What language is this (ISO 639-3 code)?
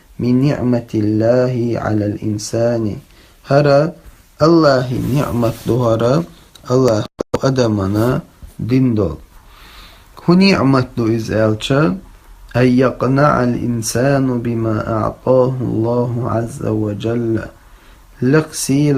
che